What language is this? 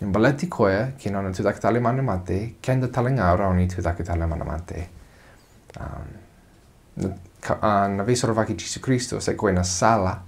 Fijian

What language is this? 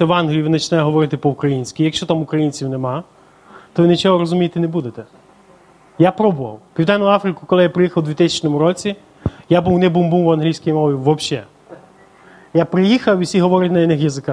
Ukrainian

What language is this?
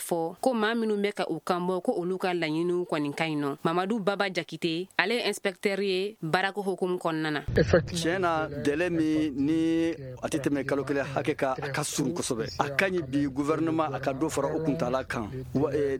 Bambara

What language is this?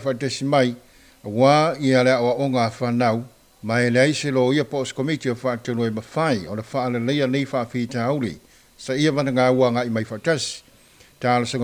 Samoan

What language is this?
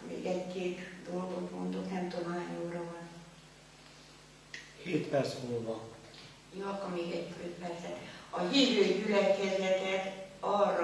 Hungarian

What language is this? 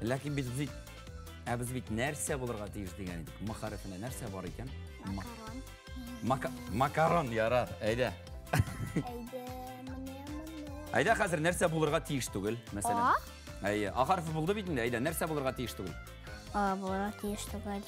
Tatar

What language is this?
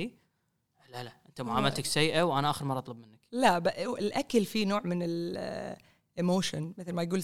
Gulf Arabic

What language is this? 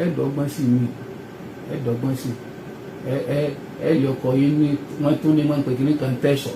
Yoruba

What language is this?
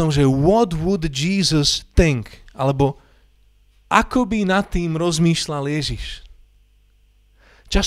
Slovak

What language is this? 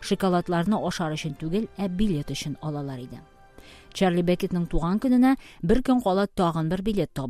Tatar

